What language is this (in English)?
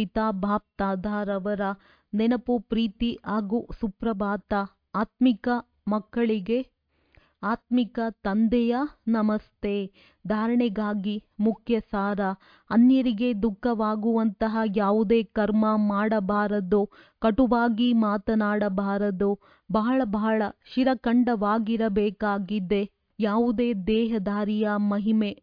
Kannada